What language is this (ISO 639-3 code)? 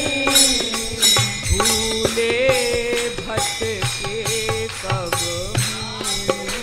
hin